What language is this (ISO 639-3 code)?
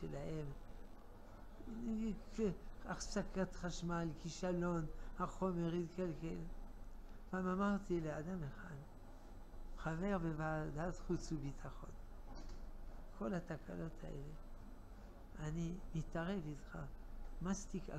heb